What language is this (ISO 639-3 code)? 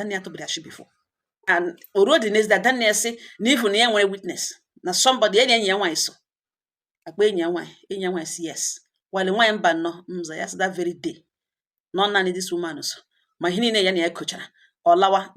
ibo